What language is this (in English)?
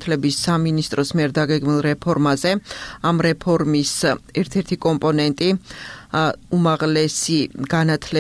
Georgian